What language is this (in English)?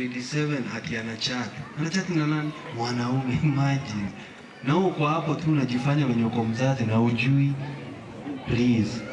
Meru